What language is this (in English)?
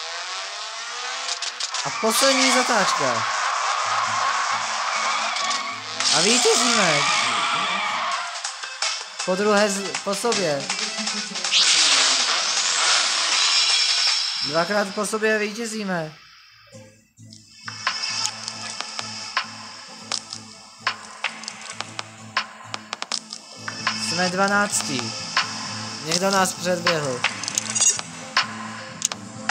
Czech